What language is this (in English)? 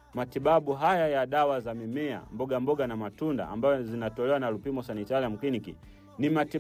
Swahili